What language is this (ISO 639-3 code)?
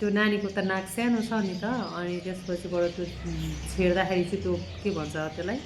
nep